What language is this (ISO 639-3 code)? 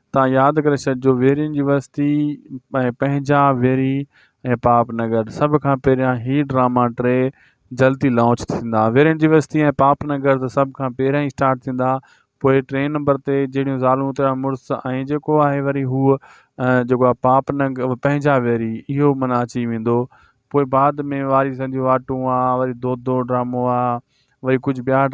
snd